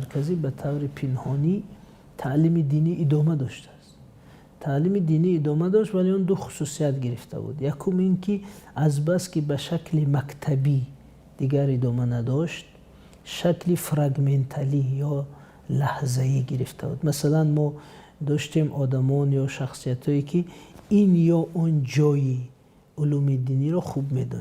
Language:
Tajik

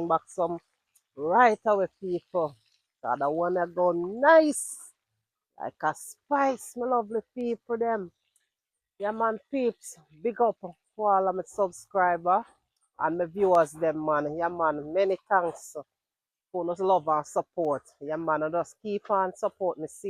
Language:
Jamaican Creole English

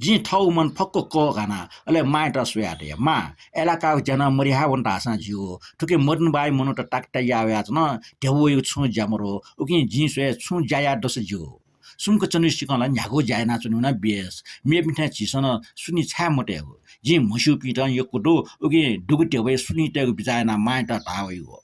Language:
Newari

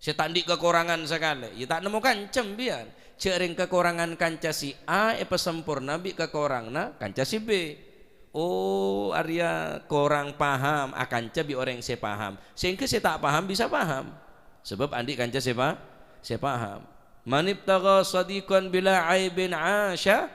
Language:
Madurese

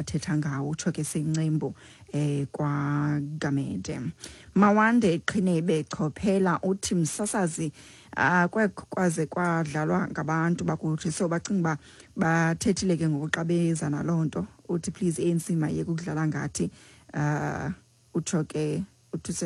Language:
Xhosa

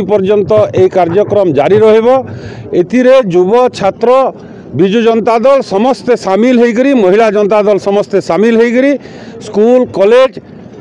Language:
Odia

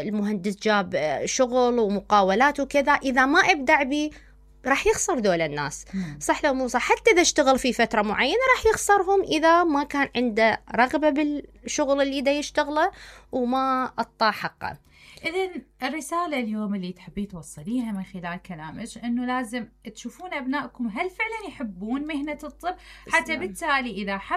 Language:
Mesopotamian Arabic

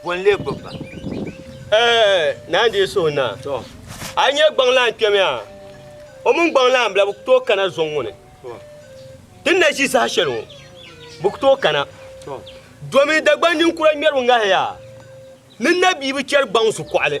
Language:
Dagbani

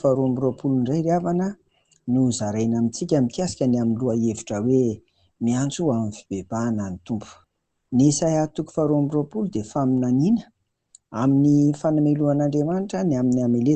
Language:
Malagasy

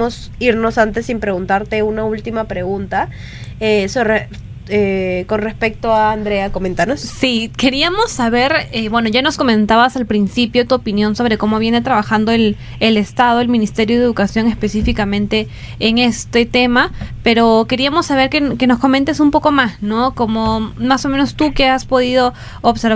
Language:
Spanish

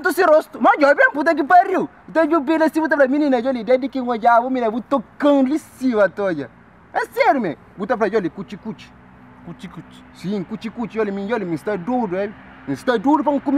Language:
Kabuverdianu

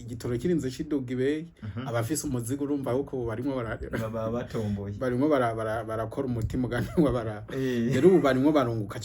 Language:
Rundi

